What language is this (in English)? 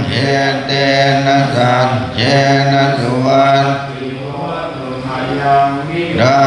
Pali